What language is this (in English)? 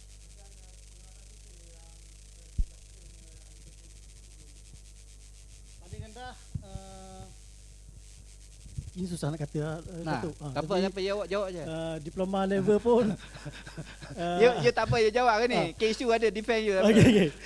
Malay